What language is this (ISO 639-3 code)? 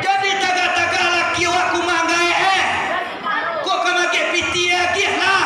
min